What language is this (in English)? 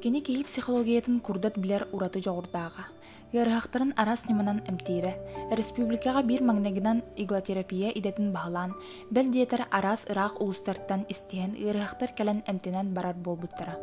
Yakut